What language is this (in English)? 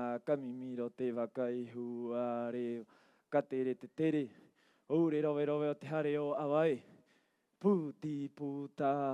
Rapanui